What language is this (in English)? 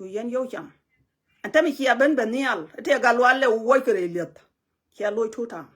Nuer